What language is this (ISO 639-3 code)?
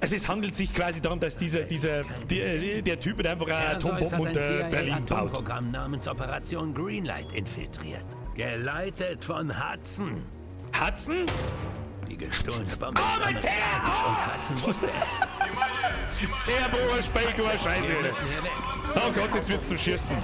bar